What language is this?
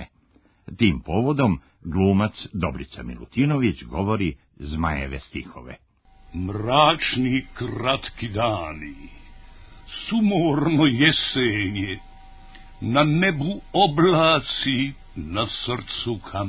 Serbian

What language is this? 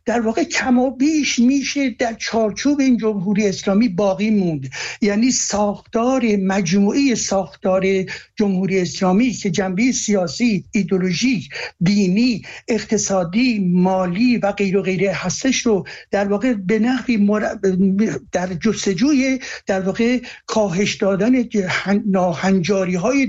Persian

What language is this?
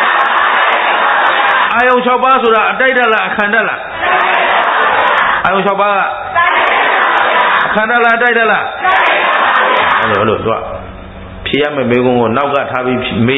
Burmese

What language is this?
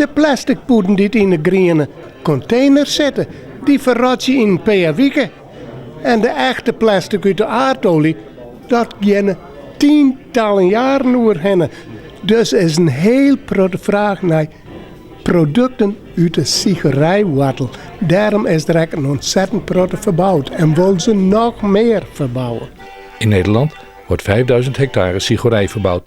Western Frisian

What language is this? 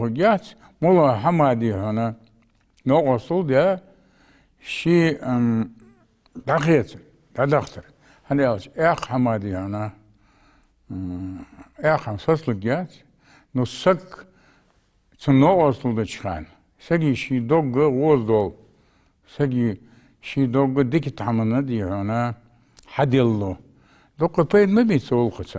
Ingush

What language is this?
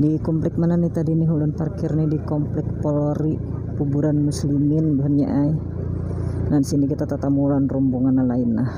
Banjar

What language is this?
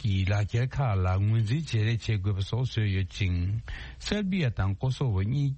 Tibetan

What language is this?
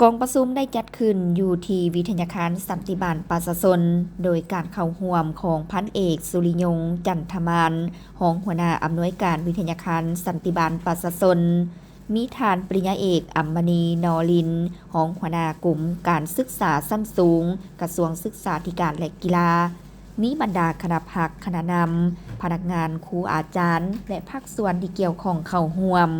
Lao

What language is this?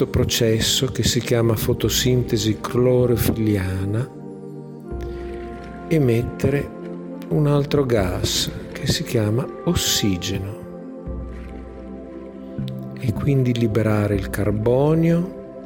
Italian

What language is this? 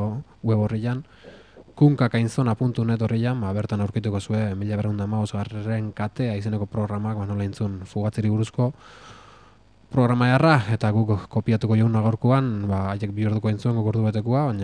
Basque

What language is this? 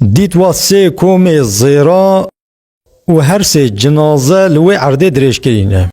Kurdish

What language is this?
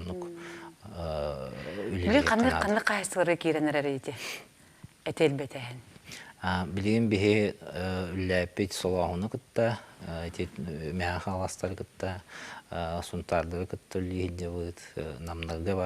Yakut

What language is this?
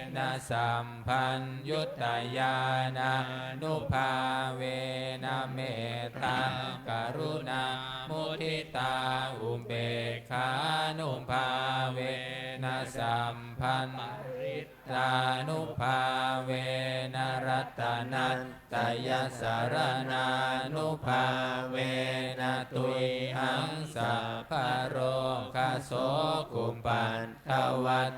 Pali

